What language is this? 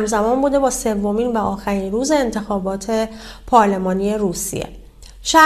Persian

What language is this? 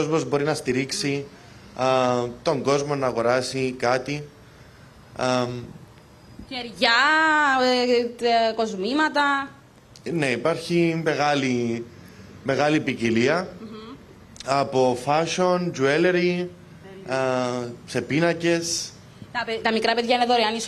Greek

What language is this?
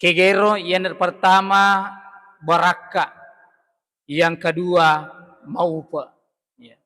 Buginese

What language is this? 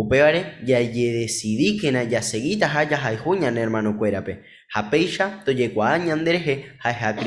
Guarani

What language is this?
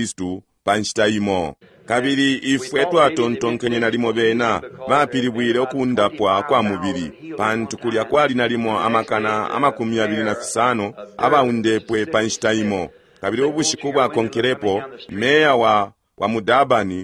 Bemba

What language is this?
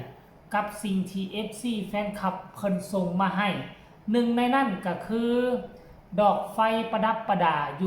Northeastern Thai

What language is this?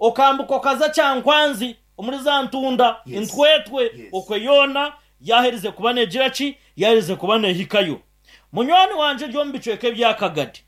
Nyankole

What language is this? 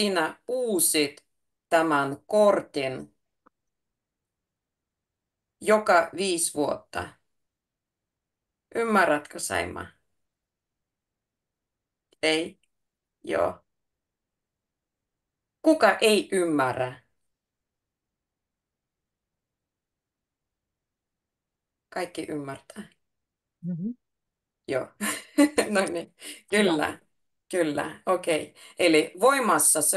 Finnish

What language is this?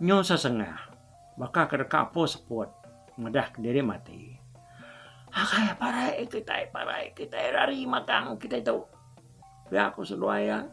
Iban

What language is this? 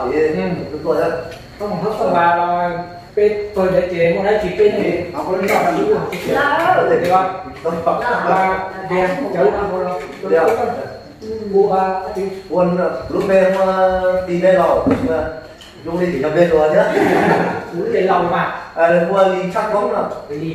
Vietnamese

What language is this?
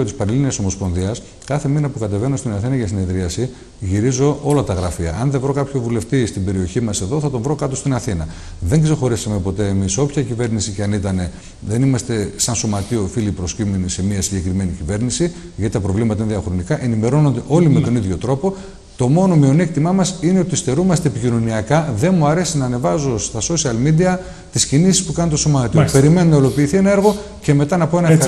Greek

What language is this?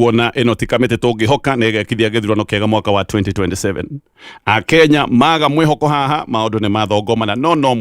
Kikuyu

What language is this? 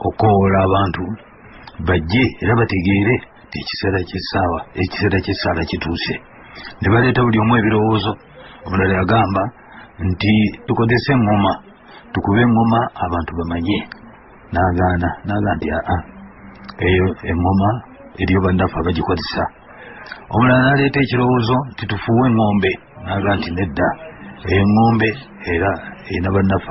Ganda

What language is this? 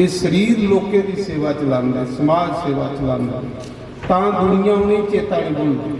Dogri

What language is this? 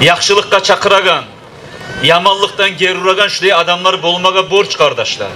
Kumyk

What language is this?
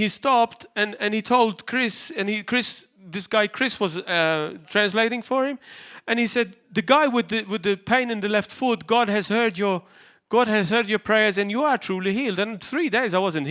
English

